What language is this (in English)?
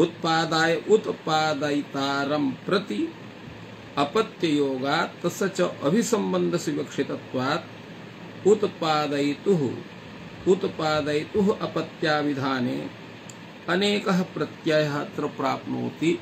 Sanskrit